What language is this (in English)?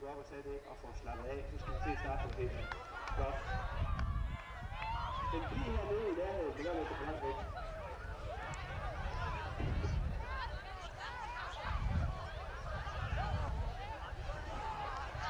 Danish